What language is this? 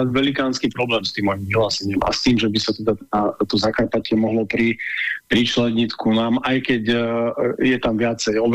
Slovak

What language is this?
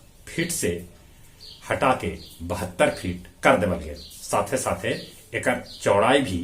Magahi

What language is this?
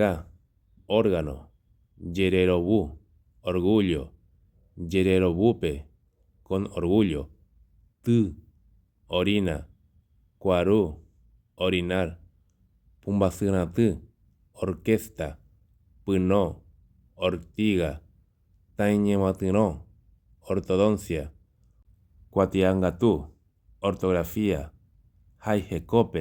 Guarani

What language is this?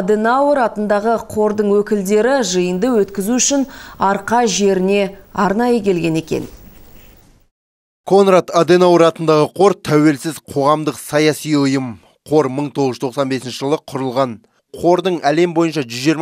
Kazakh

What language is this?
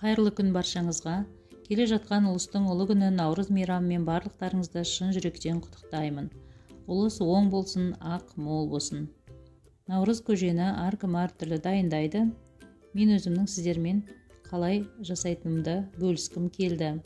Kazakh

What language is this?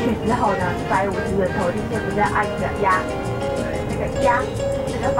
Chinese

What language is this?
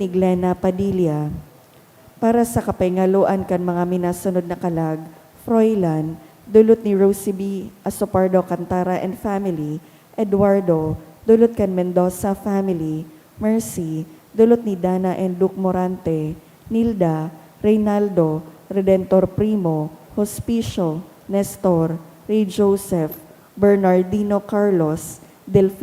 Bikol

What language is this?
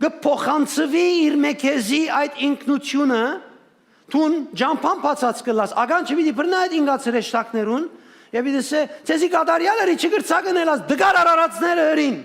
Western Armenian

